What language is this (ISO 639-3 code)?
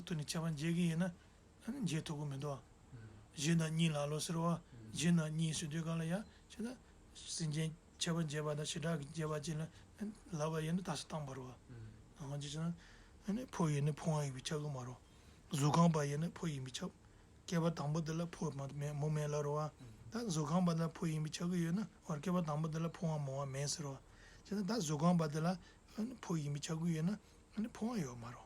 bod